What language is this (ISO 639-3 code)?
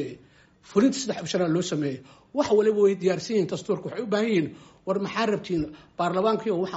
som